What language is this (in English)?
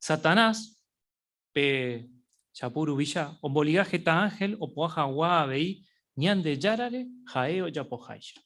Guarani